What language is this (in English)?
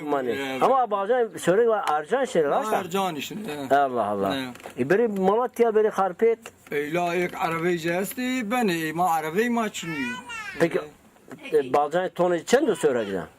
Zaza